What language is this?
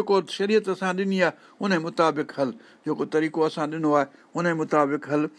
Sindhi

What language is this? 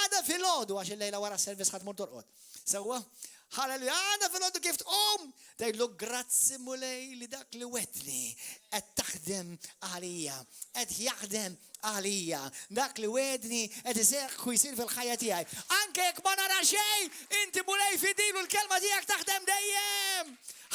Maltese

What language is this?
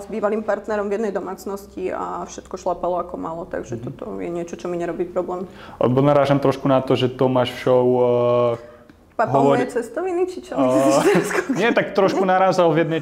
Slovak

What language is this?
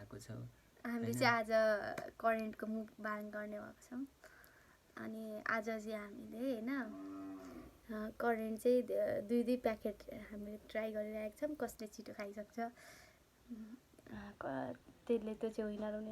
Nepali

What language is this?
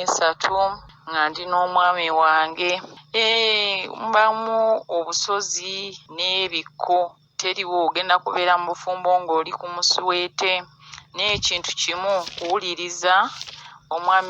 Ganda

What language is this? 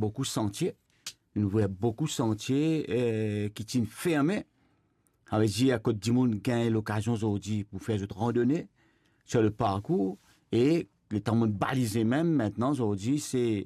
Morisyen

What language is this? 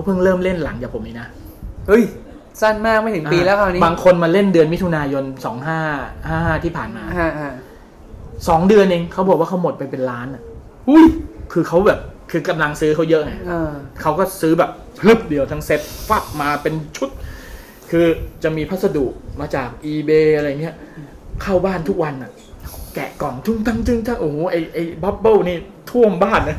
Thai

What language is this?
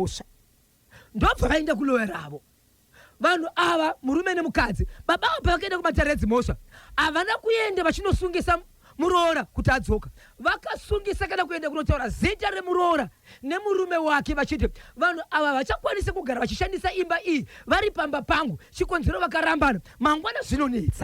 Shona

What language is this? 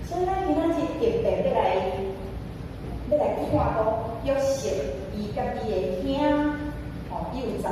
Min Nan Chinese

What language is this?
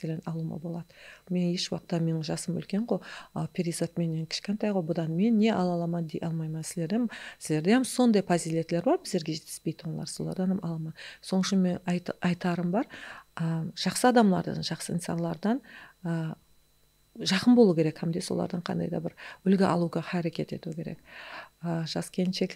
Kara-Kalpak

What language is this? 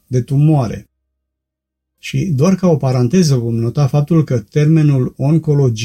Romanian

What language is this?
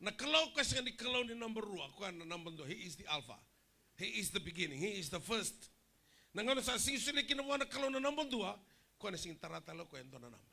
Fijian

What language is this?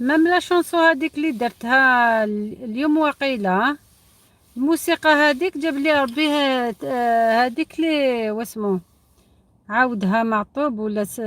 Algerian Arabic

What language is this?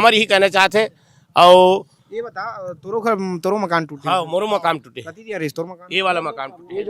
Chhattisgarhi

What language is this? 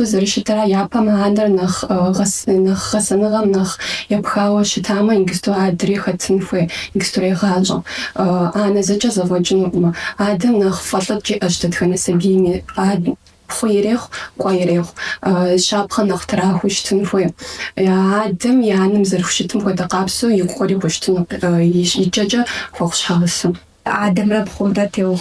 Kabardian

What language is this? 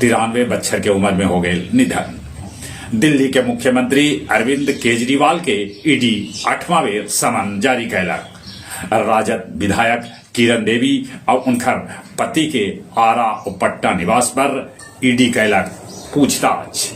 Magahi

